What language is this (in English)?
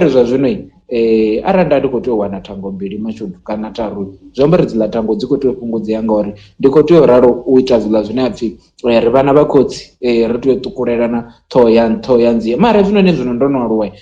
Venda